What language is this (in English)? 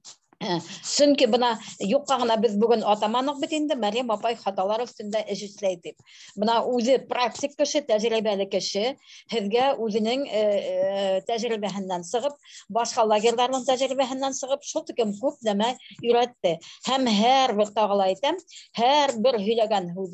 Bashkir